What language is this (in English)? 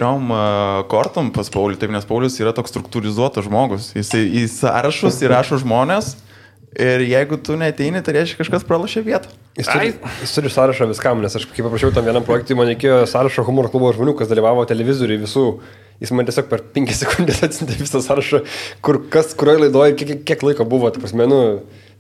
Lithuanian